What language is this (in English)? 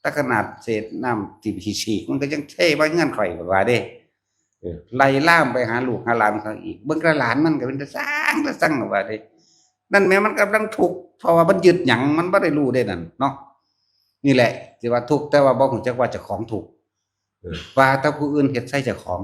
Northeastern Thai